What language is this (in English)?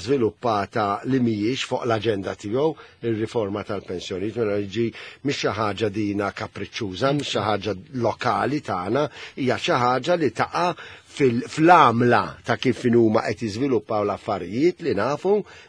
Maltese